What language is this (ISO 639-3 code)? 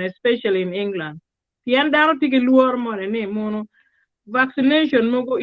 ach